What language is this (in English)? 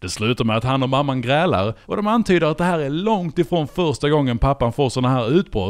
Swedish